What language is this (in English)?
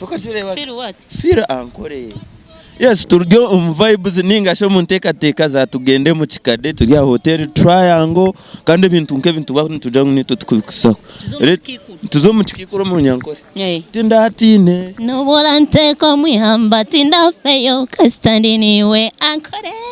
Nyankole